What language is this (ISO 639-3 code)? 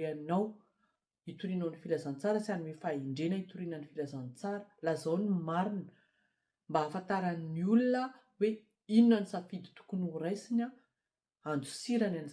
mlg